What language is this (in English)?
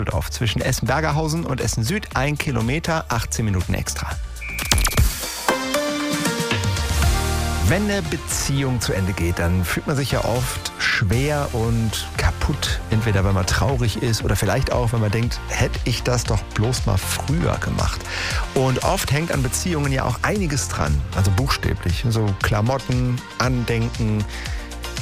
German